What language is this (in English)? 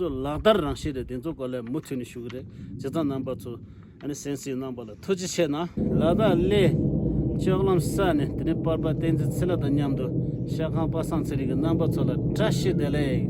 Tibetan